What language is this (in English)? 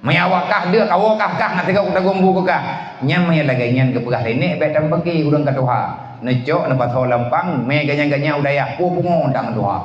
Achinese